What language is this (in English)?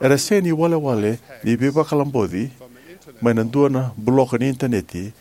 Fijian